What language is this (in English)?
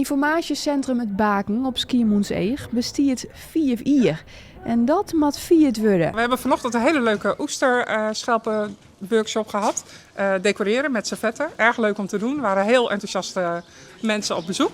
Western Frisian